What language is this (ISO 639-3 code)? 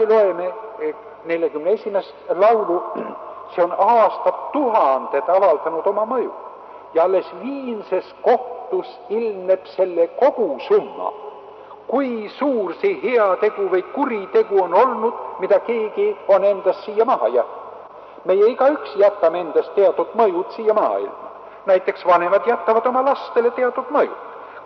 est